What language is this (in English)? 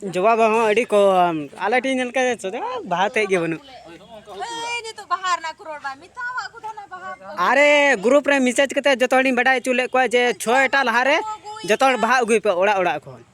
Santali